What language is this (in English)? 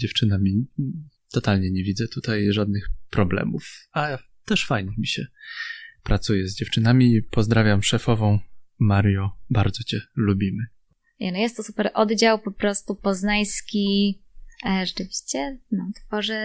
Polish